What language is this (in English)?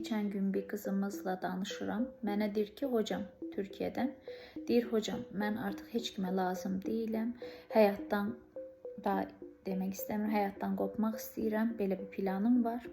Azerbaijani